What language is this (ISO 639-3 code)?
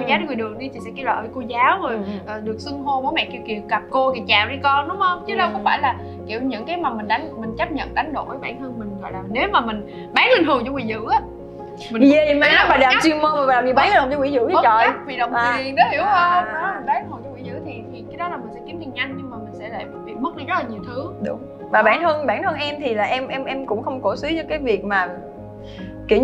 vie